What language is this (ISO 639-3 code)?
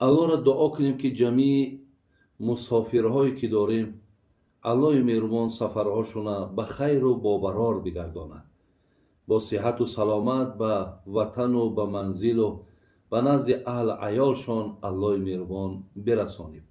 tgk